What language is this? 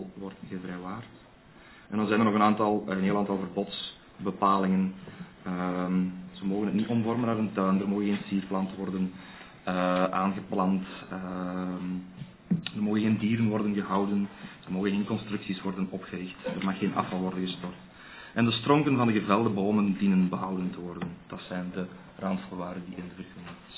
Dutch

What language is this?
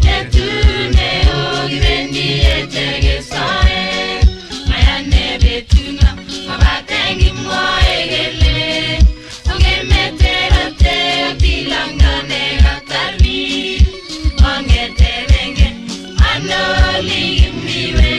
Kalenjin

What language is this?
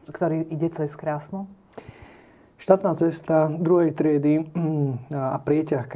Slovak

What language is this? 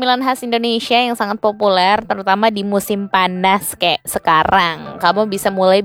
Indonesian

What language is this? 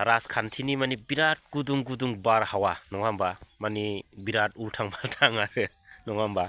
Bodo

